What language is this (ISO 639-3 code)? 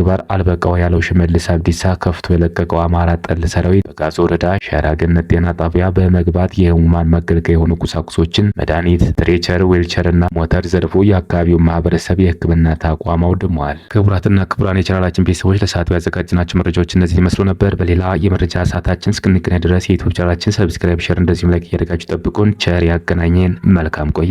amh